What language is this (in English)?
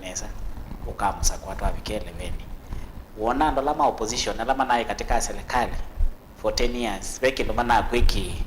Kamba